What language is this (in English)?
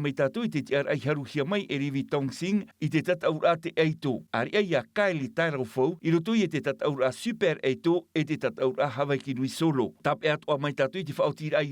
Tahitian